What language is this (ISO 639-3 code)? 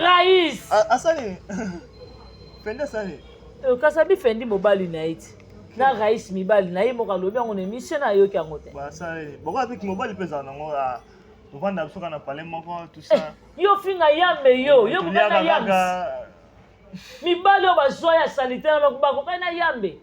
lin